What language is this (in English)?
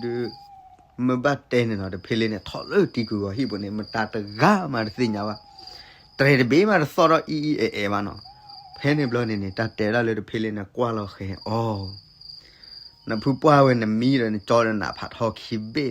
S'gaw Karen